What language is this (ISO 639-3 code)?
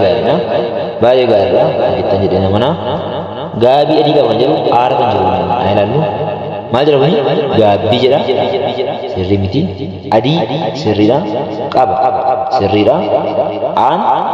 orm